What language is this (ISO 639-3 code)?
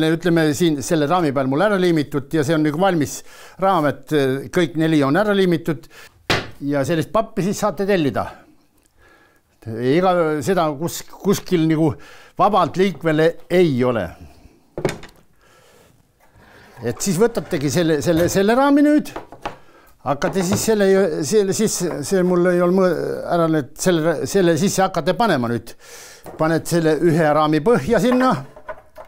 est